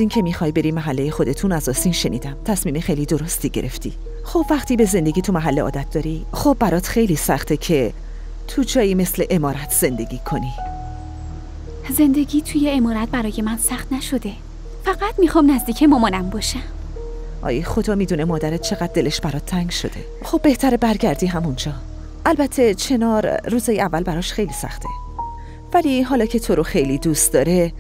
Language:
Persian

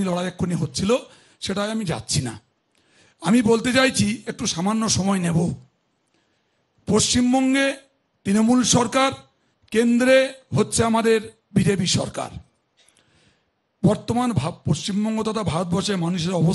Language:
Bangla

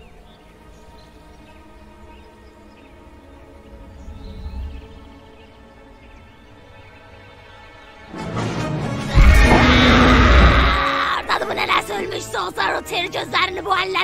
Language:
South Azerbaijani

